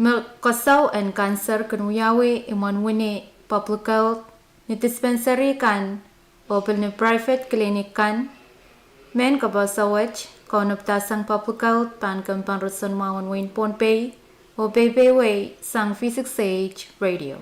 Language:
Pohnpeian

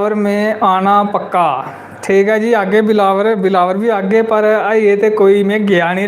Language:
Dogri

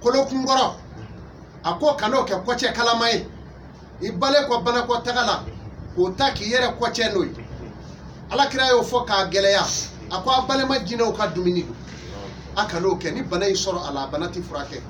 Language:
Bambara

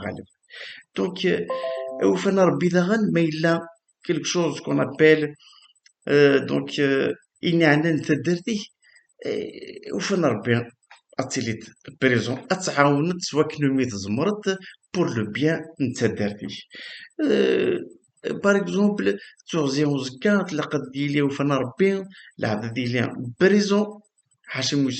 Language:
Kabyle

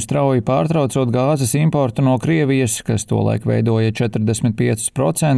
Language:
Latvian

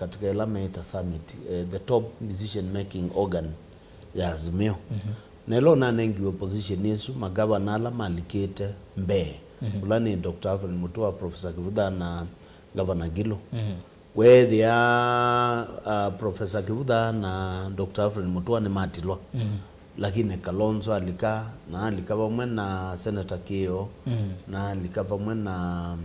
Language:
Kamba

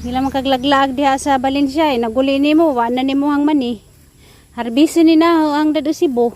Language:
Cebuano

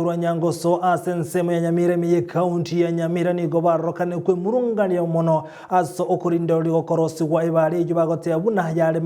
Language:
Gusii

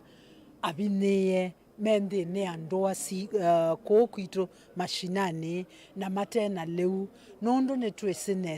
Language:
Kamba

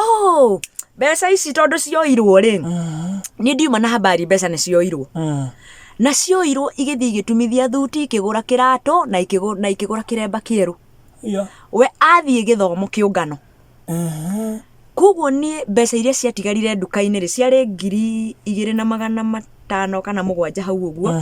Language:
Kikuyu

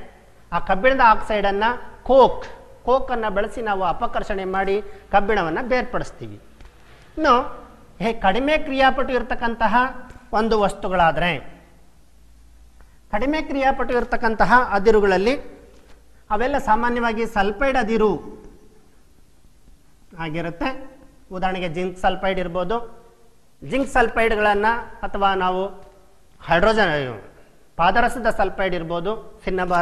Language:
Kannada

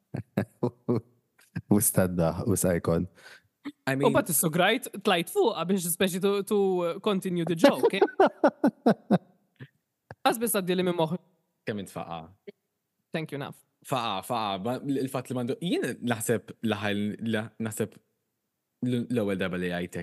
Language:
Maltese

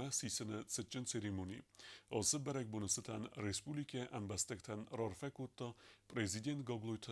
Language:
Ossetic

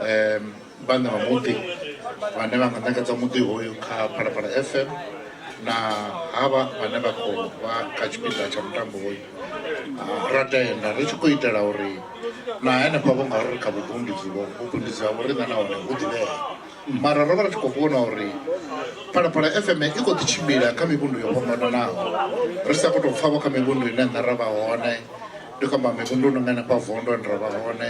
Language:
Venda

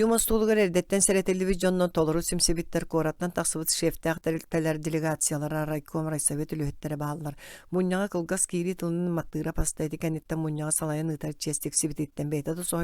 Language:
Yakut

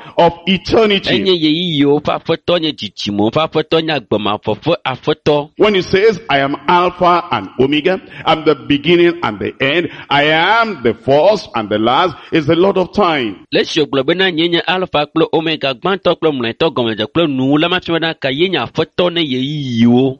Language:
Ewe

